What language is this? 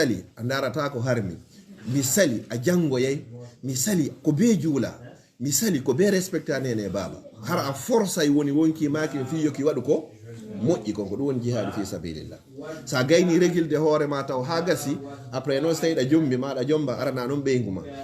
Fula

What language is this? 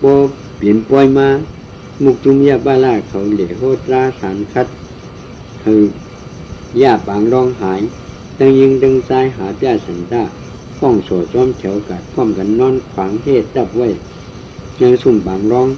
Shan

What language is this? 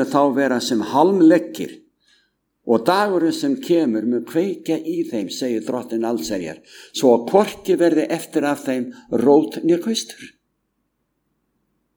Icelandic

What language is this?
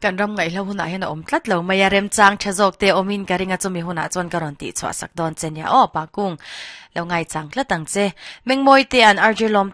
Mizo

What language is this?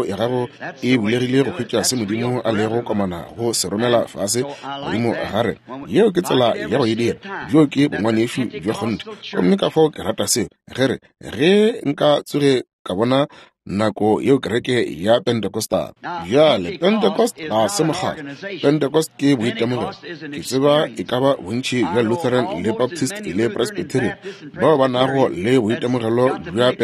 Northern Sotho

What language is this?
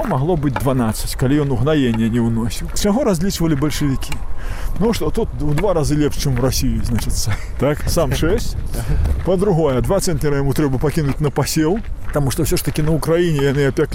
Belarusian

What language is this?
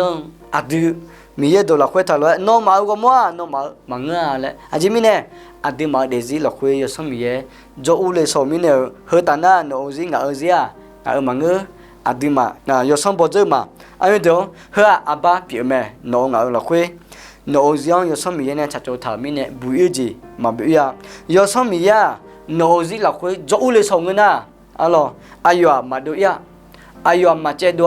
Akha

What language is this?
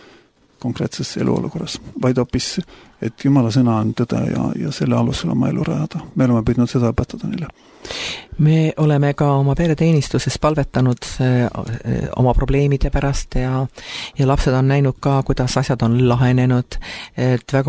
Estonian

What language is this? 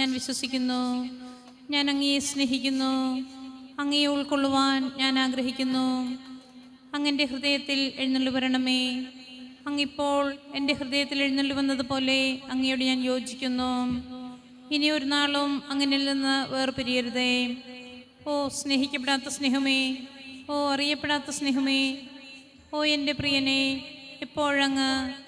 Malayalam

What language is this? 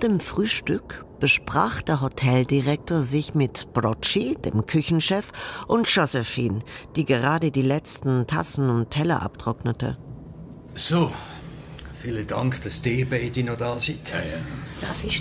Swiss German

